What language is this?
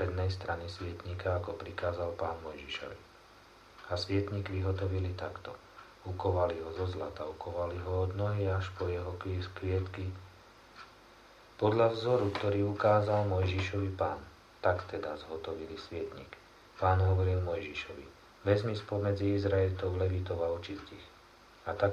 Slovak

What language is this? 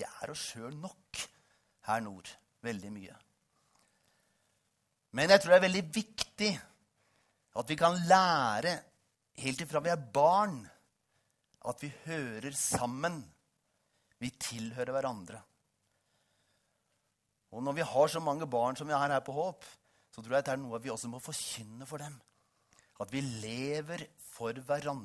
Norwegian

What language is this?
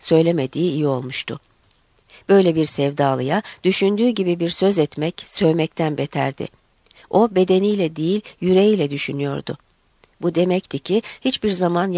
Turkish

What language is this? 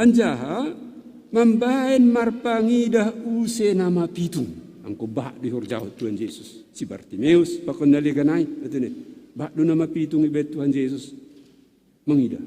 Batak Simalungun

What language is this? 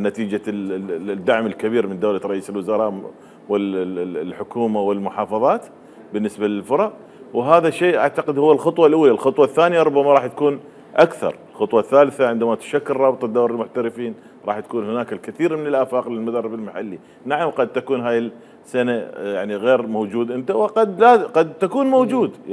Mesopotamian Arabic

